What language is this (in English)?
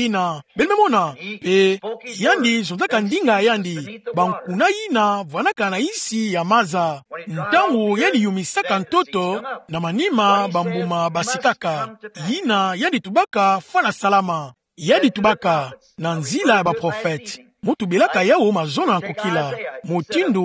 Kituba (Democratic Republic of Congo)